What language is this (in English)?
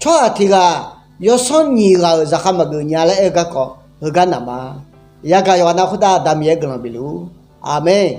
Akha